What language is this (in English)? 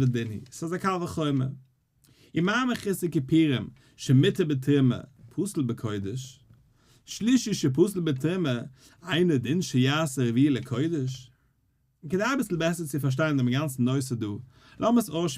Yiddish